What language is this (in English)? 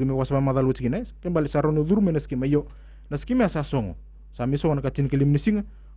Fijian